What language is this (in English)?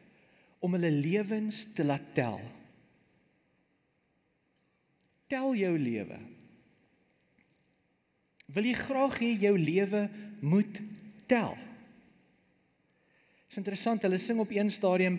Afrikaans